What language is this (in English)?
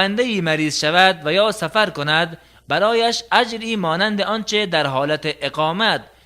Tajik